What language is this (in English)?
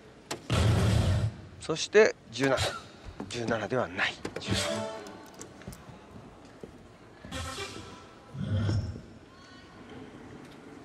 Japanese